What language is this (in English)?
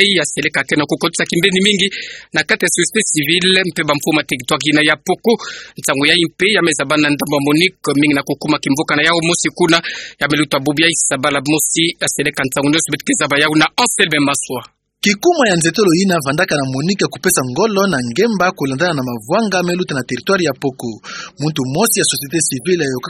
Kituba (Democratic Republic of Congo)